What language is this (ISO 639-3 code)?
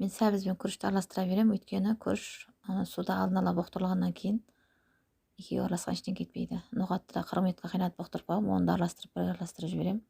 kaz